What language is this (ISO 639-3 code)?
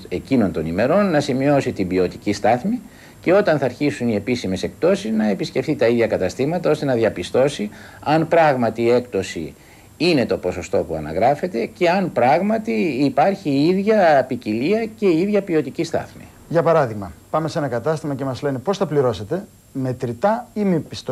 ell